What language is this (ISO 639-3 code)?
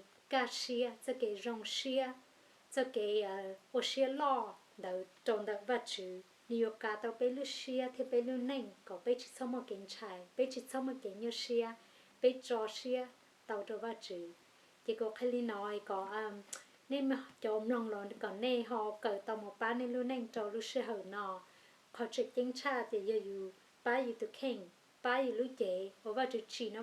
hmn